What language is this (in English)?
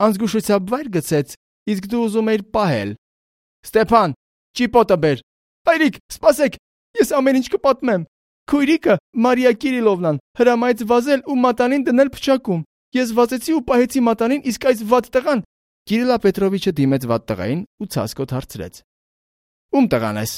Armenian